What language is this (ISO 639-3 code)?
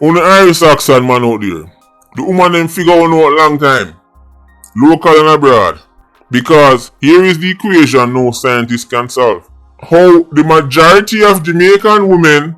jam